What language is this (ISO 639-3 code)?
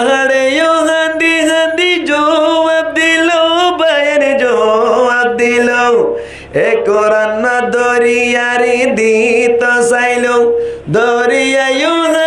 rhg